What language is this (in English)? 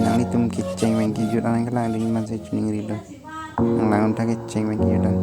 Karbi